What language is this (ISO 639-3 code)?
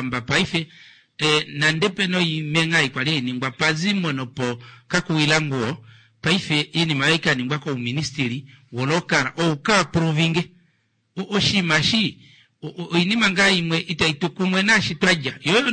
kua